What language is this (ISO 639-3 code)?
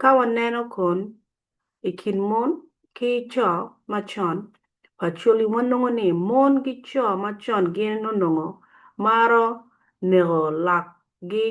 ach